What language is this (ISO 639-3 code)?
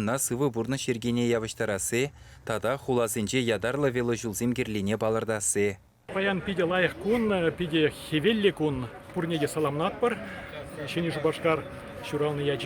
chv